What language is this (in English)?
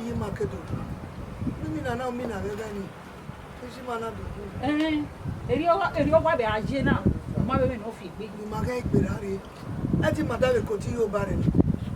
Bini